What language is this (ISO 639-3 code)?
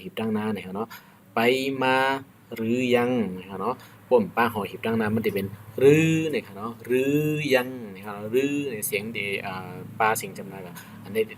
shn